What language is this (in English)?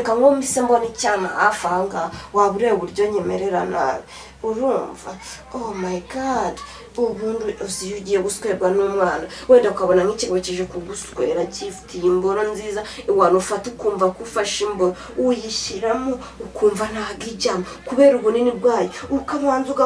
Kinyarwanda